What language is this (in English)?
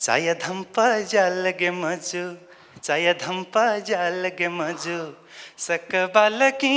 Newari